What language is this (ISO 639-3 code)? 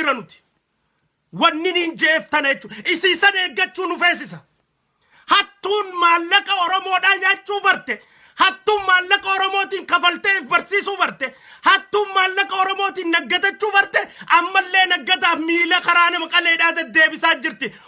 orm